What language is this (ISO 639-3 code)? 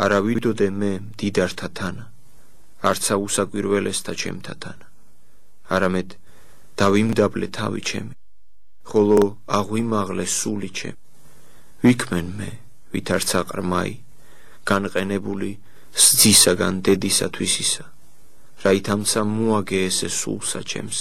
kat